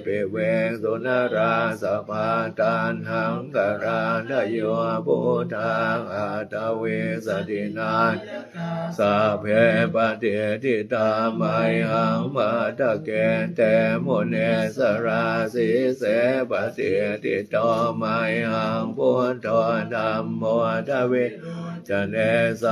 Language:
Pali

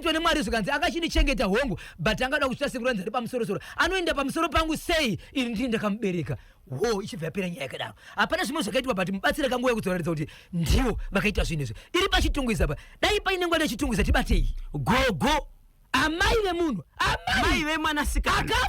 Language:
Shona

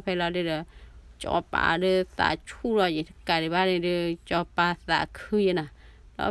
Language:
S'gaw Karen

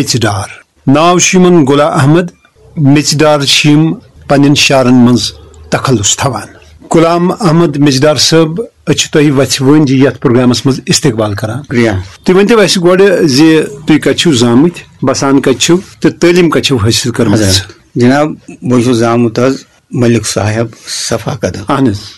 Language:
Kashmiri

